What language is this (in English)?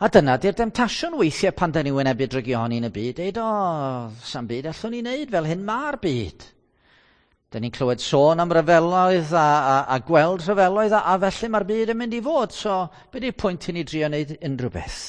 Welsh